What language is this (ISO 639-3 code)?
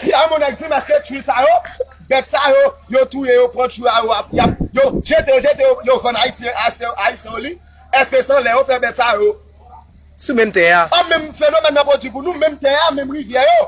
hat